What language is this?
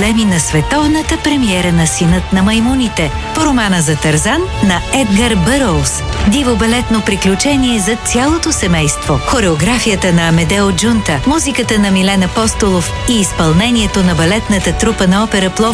Bulgarian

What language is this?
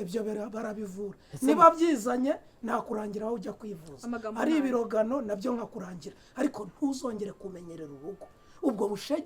Kinyarwanda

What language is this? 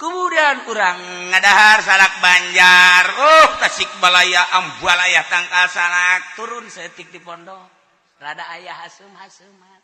Sundanese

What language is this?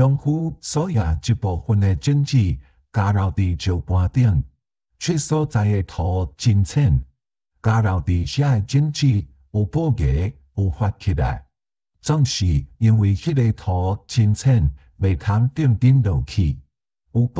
Min Nan Chinese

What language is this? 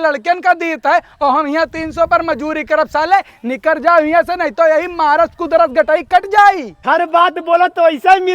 Awadhi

